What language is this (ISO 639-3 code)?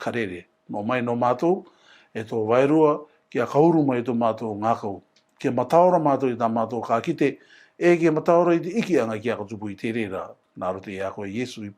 rar